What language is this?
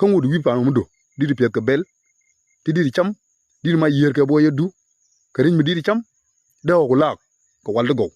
Nuer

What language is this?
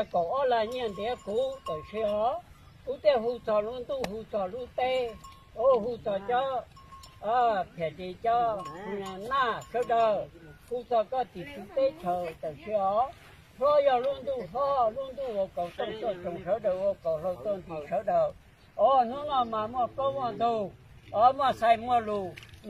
Hmong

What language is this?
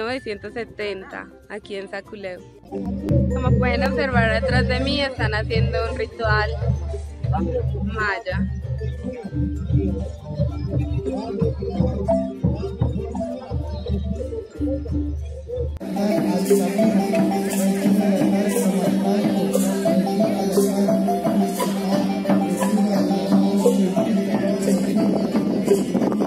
Spanish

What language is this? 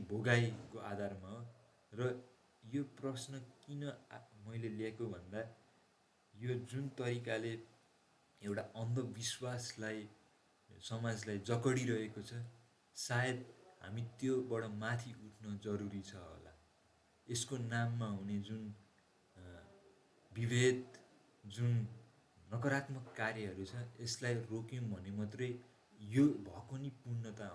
Nepali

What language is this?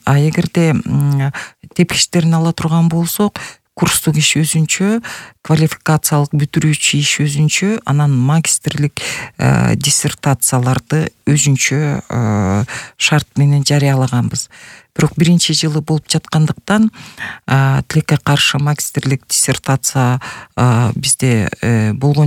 Kyrgyz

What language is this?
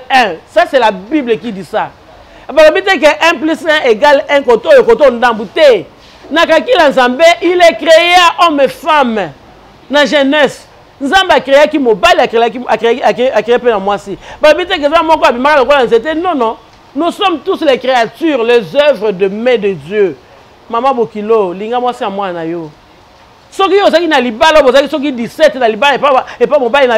Lingala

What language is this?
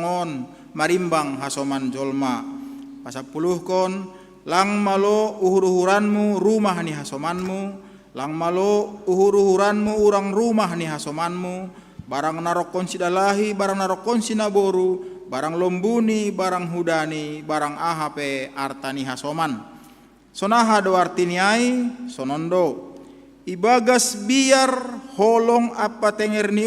Batak Simalungun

